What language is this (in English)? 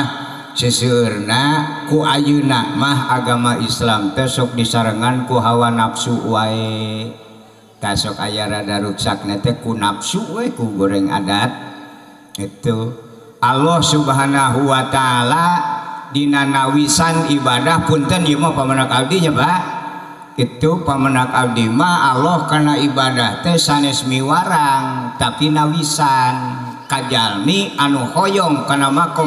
Sundanese